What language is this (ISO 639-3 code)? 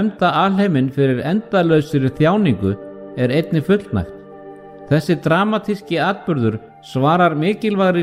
isl